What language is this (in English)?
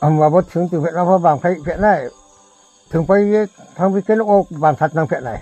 Riang (India)